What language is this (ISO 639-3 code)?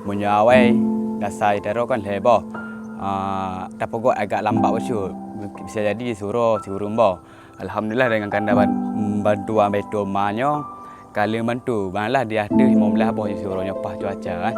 ace